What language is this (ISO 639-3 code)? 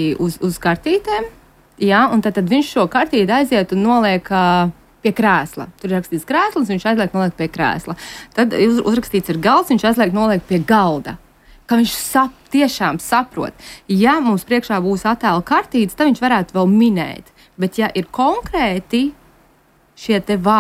lav